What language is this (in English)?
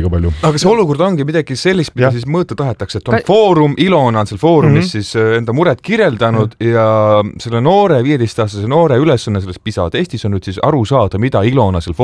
Estonian